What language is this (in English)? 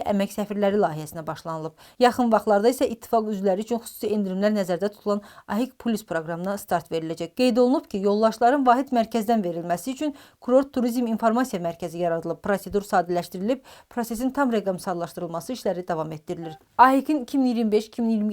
Azerbaijani